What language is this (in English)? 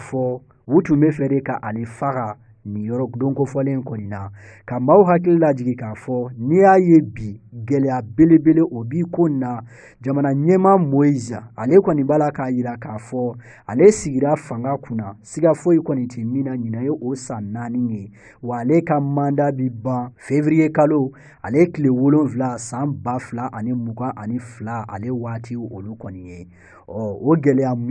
Bambara